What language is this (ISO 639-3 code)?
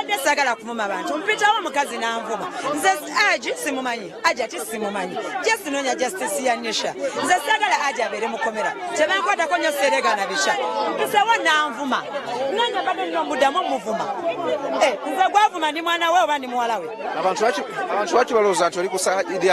lug